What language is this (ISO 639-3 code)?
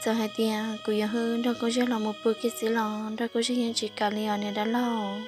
hmn